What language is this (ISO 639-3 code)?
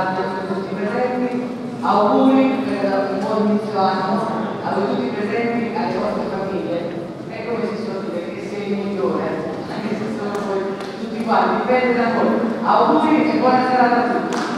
ita